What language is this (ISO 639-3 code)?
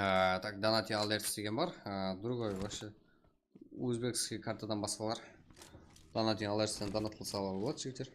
kaa